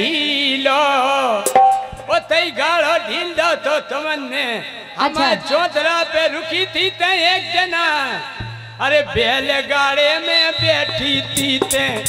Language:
Bundeli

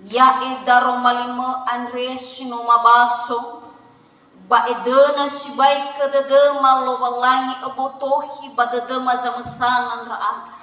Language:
Nias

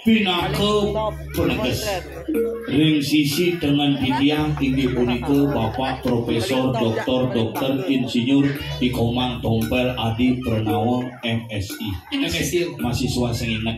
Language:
Balinese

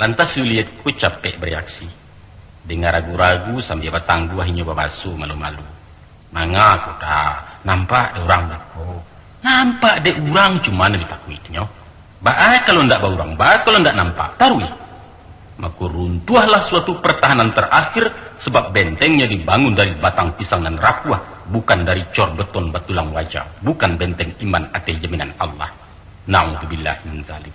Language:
Minangkabau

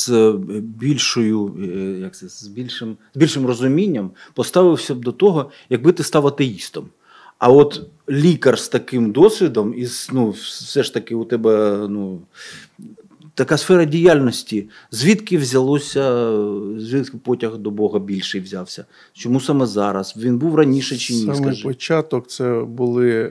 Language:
Ukrainian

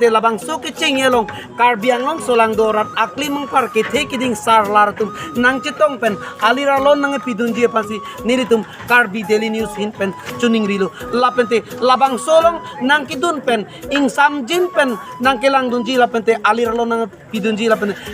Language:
Karbi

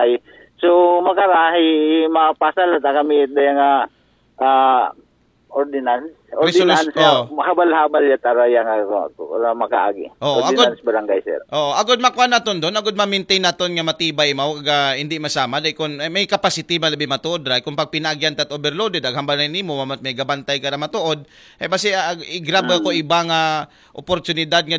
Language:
Aklanon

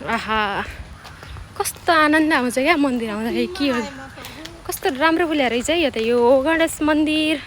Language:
Nepali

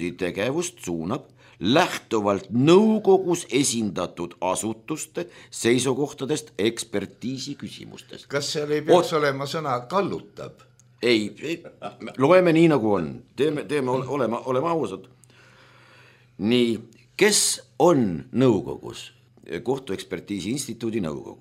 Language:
Estonian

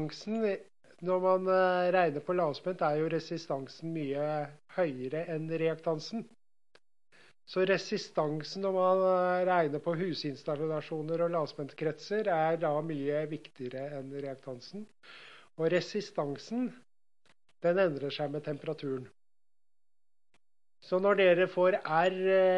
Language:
Norwegian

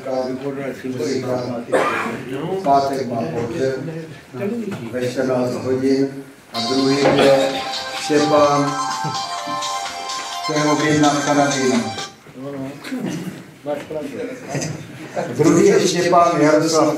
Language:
Czech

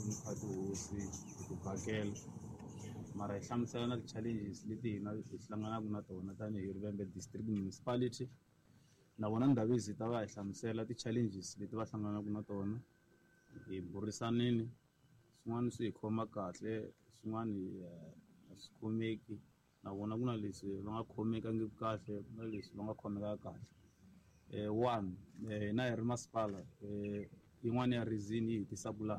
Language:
Tsonga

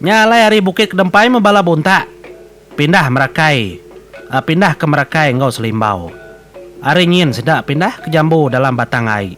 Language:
Iban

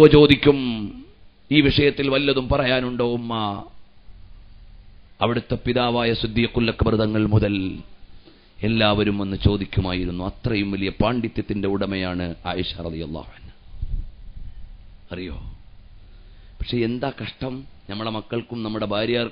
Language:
Malayalam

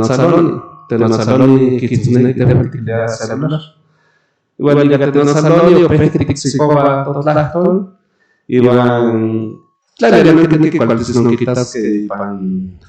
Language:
Central Nahuatl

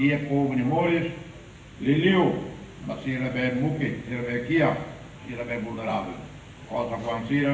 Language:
Tetum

